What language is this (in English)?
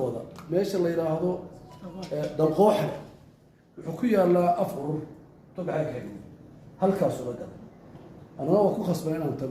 Somali